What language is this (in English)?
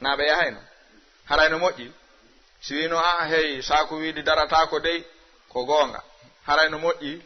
Fula